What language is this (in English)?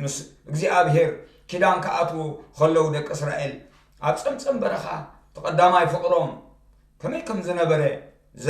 Tigrinya